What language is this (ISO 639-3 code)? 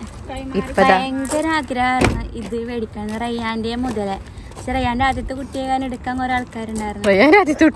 mal